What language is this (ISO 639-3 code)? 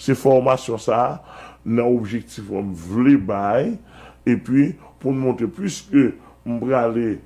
hat